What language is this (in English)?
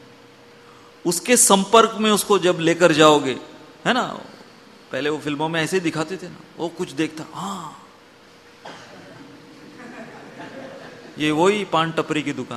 Hindi